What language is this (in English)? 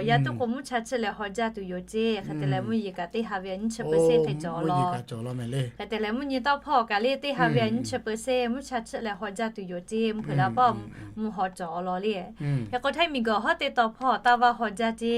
Lahu